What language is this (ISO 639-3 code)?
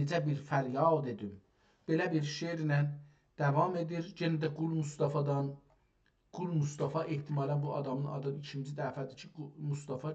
azb